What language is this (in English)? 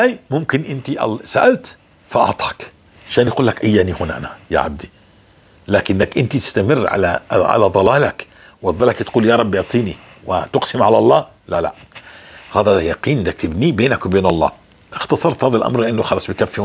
North Levantine Arabic